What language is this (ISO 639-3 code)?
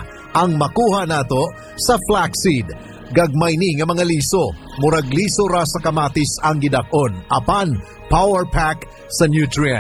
ceb